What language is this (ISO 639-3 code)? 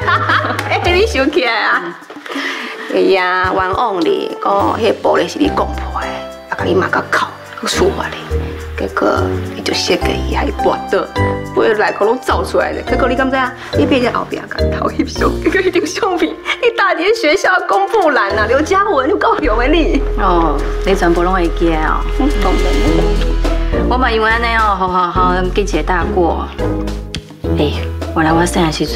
nan